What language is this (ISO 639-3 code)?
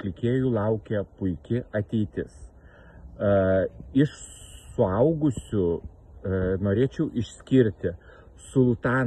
lit